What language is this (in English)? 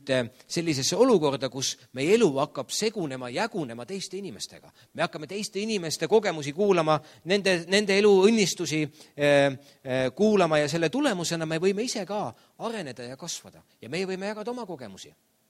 Estonian